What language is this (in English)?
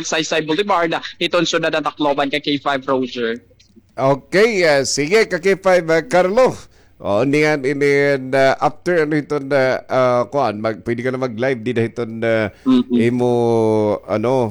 Waray